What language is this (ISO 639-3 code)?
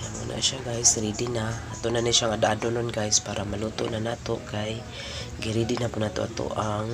ceb